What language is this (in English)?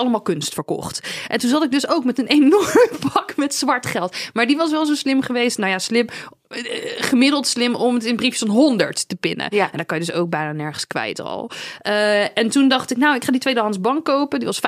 Dutch